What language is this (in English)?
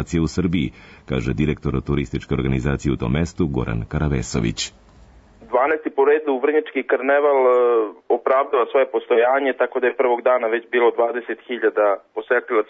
Serbian